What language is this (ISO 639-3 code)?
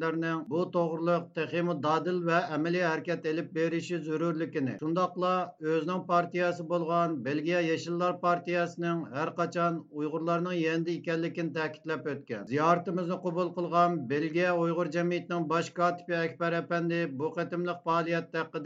uig